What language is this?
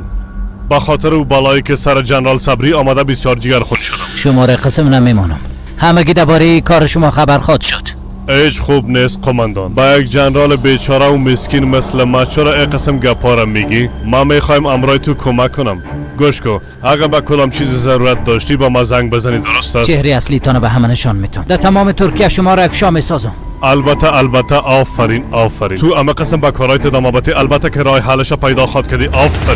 Persian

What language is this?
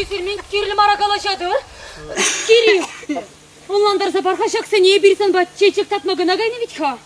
Chuvash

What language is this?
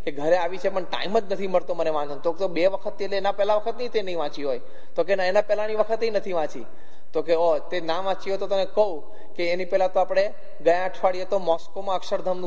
Gujarati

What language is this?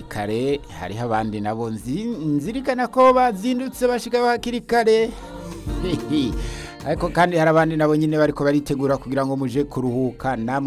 Rundi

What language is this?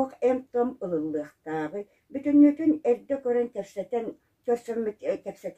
Yakut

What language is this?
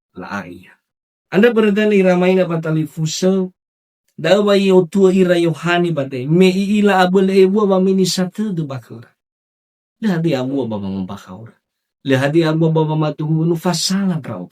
Nias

